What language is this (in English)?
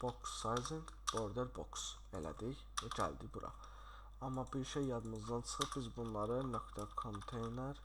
Azerbaijani